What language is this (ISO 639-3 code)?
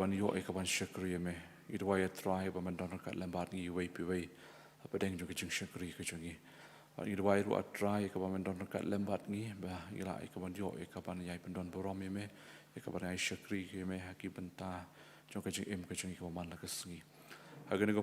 kha